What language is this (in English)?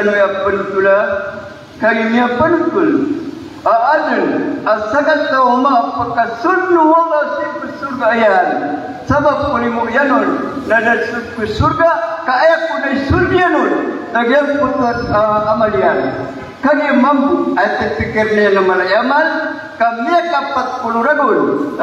Maranao